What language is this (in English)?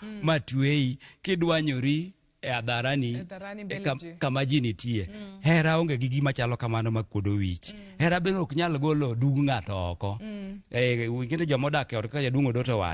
Luo (Kenya and Tanzania)